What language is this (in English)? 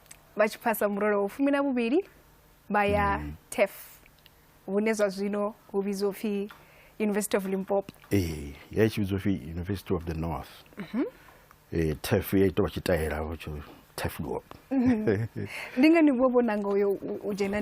Venda